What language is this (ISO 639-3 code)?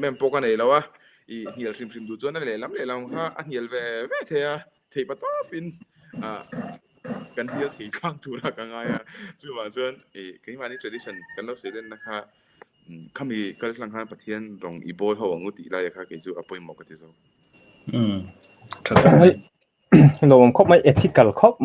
lus